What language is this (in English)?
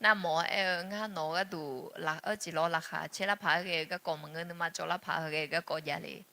Akha